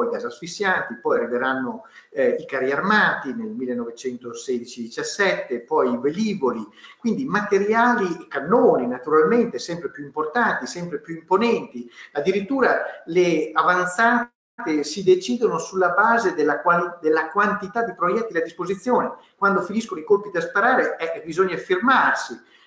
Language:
Italian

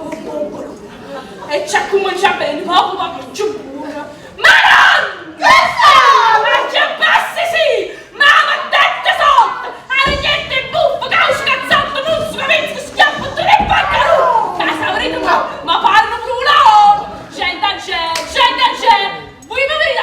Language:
Neapolitan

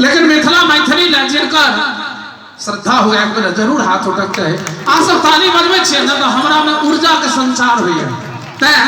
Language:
Maithili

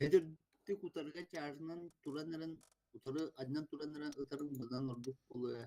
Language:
Yakut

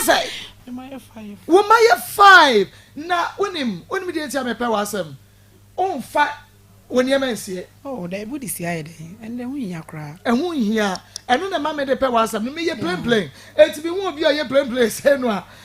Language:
Akan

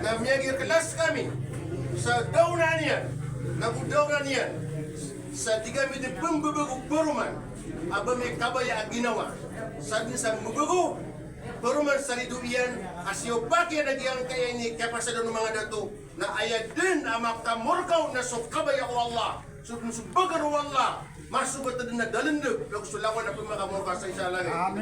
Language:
Maranao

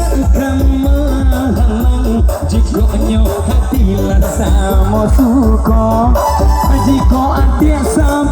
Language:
Minangkabau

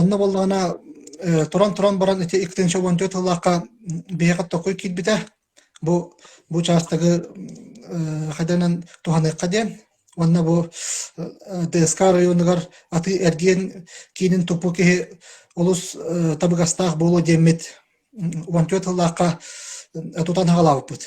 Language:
Yakut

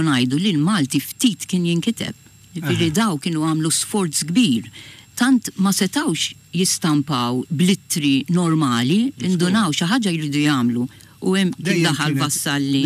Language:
Maltese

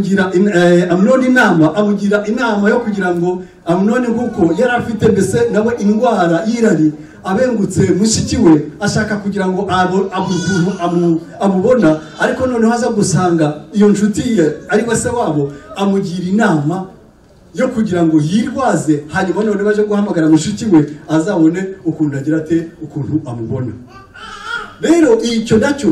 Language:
Kinyarwanda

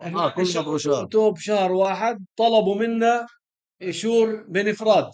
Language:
North Levantine Arabic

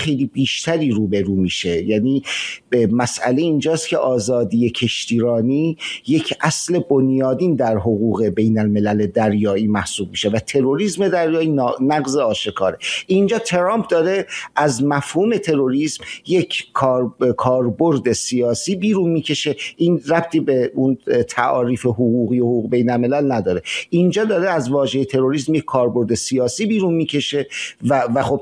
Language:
Persian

